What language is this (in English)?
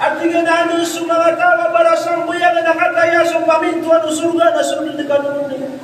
Maranao